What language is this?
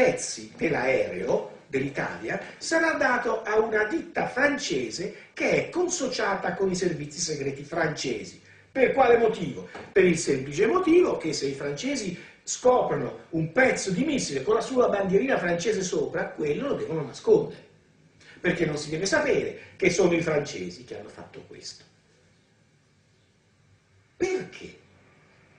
Italian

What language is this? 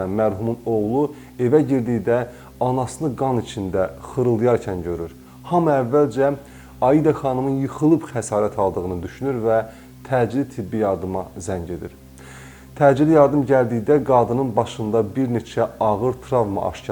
Azerbaijani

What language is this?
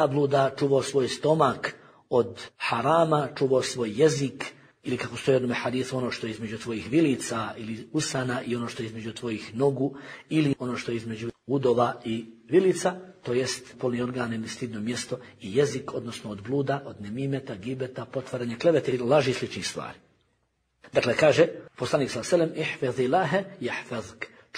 Bosnian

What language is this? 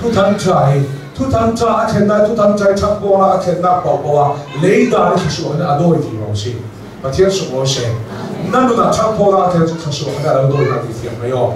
Hakha Chin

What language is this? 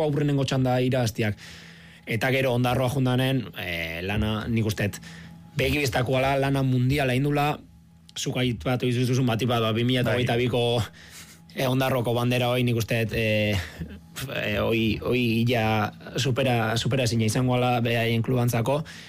Basque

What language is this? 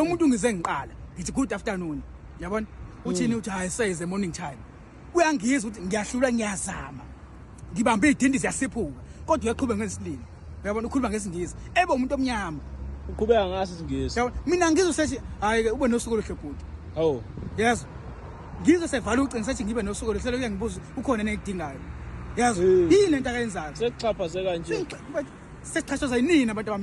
Zulu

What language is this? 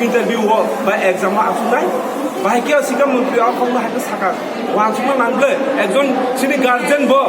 Kok Borok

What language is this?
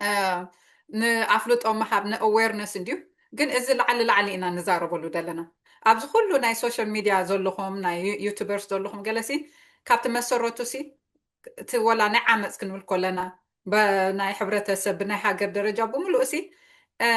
Tigrinya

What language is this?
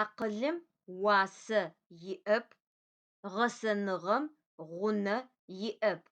Adyghe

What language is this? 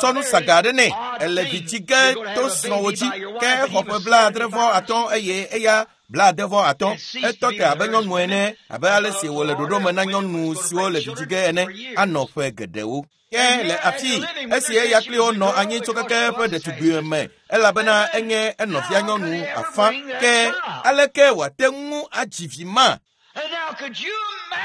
Ewe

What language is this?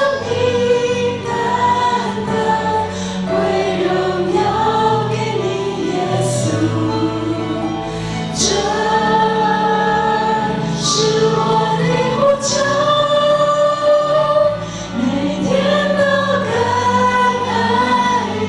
Chinese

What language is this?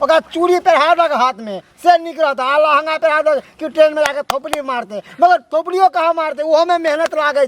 Maithili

